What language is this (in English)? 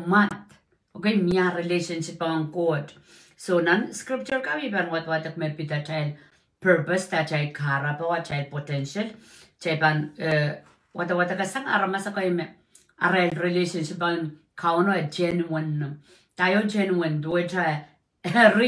Pohnpeian